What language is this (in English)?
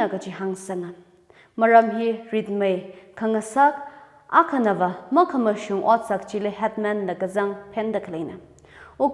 Tangkhul Naga (India)